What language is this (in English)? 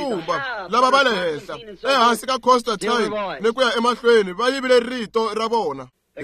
Tsonga